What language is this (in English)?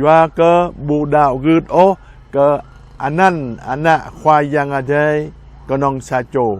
Jarai